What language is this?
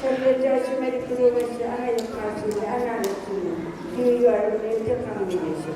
Inuktitut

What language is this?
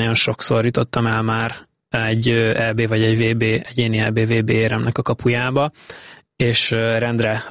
Hungarian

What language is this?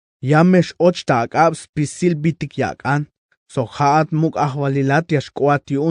Tzeltal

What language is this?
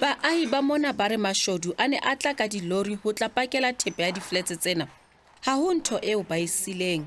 Southern Sotho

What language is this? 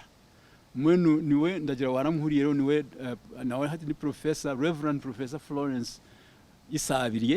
Nyankole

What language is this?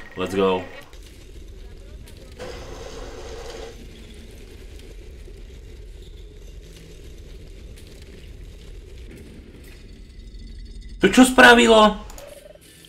Slovak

